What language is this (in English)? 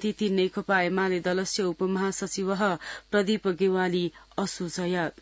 Sanskrit